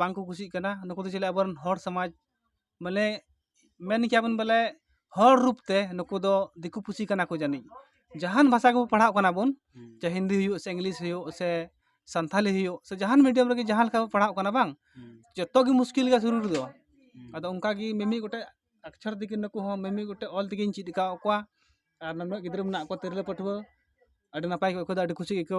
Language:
Santali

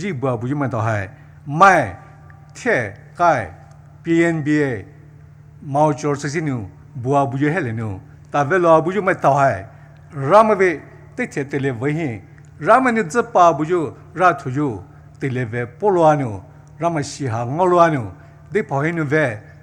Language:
Poumei Naga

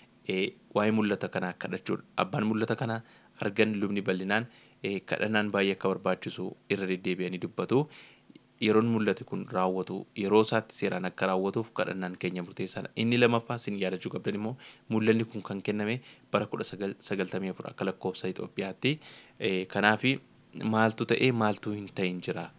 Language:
Oromo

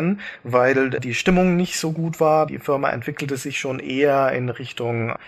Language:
German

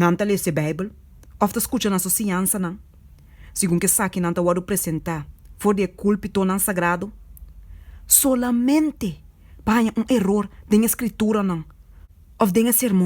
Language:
Papiamento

